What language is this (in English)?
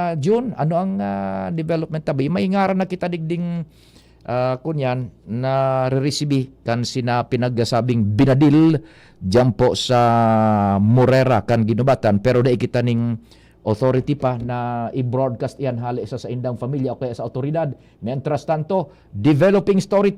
Bikol